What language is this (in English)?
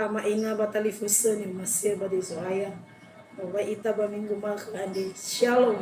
Nias